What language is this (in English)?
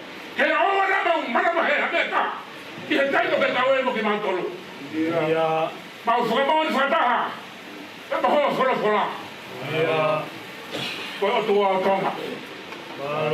Tongan